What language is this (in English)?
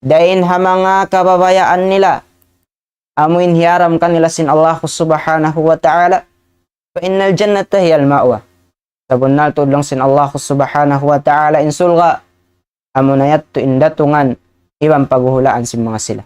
Tausug